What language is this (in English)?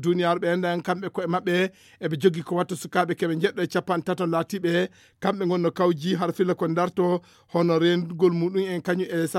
Fula